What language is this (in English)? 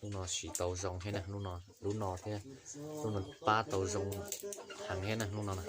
Hmong